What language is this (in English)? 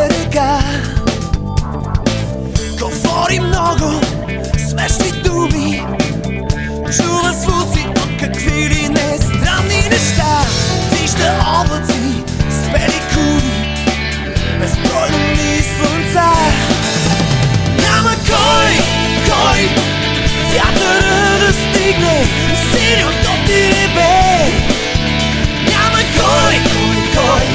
Bulgarian